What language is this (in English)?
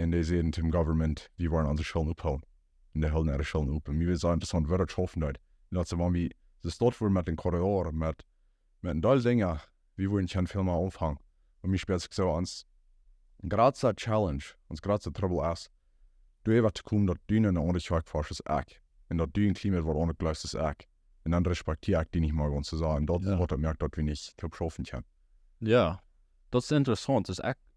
Plautdietsch